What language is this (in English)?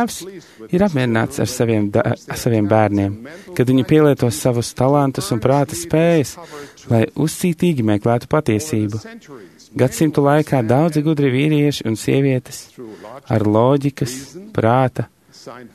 Latvian